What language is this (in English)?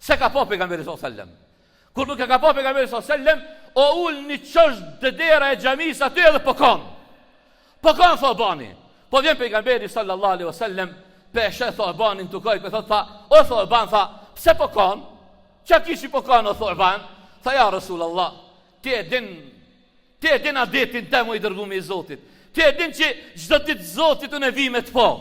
Albanian